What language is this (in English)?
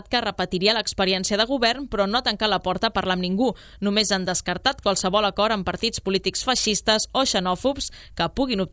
Catalan